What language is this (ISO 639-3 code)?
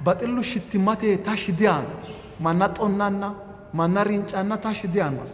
sid